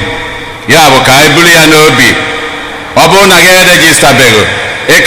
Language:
Igbo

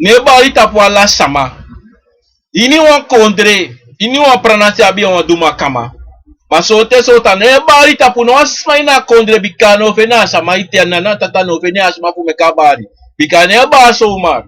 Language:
Sranan Tongo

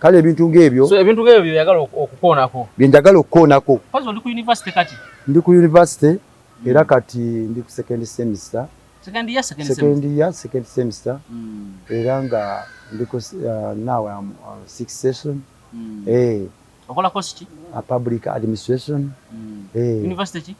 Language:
Ganda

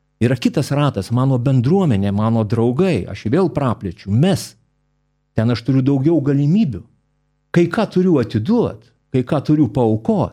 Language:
Lithuanian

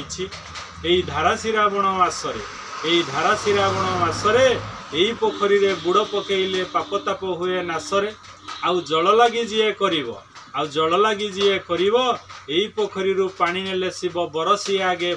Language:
Odia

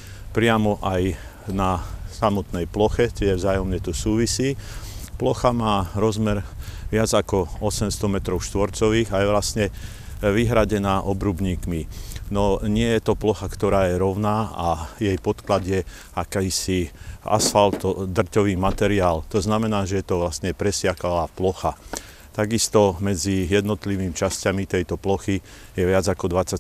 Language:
Slovak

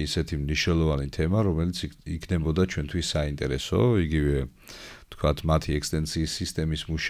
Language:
Georgian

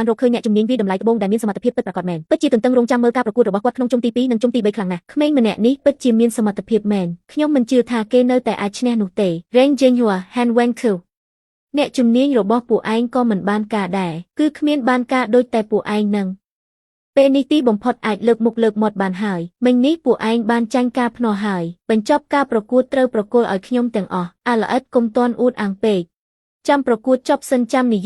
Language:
Khmer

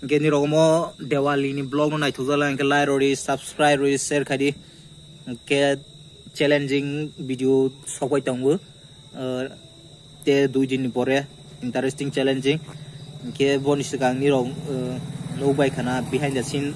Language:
Kok Borok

